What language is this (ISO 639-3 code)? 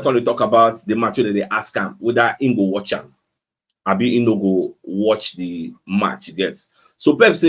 pcm